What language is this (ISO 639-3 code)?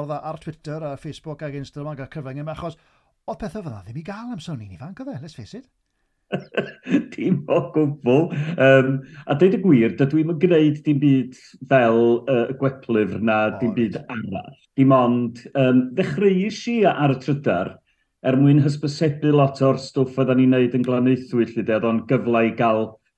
cym